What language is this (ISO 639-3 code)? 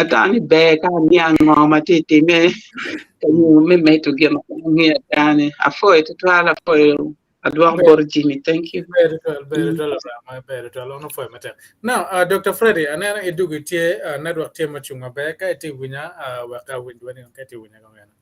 ach